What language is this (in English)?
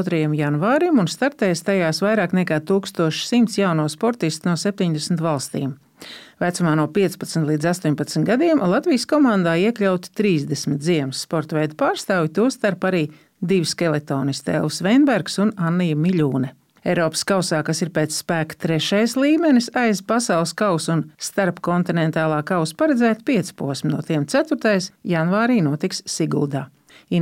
Latvian